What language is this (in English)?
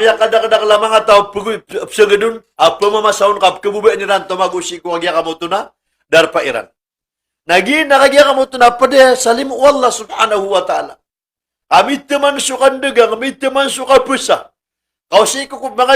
Maranao